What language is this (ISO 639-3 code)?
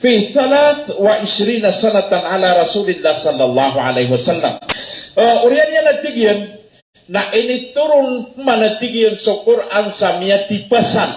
mrw